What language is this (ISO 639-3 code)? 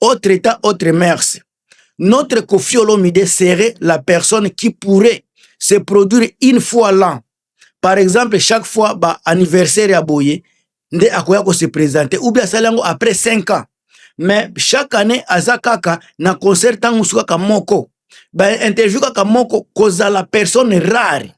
lin